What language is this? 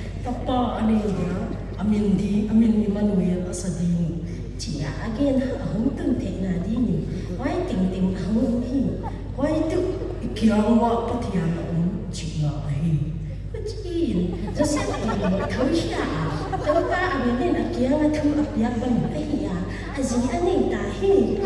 Paite Chin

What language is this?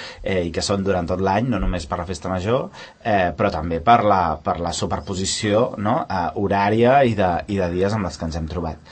Catalan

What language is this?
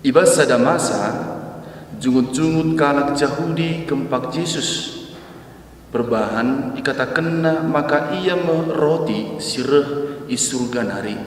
Batak Karo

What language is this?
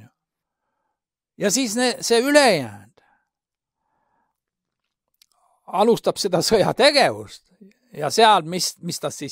Estonian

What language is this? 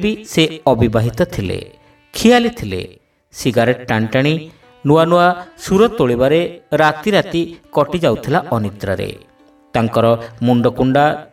Odia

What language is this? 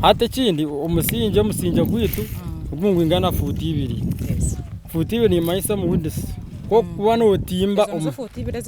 Nyankole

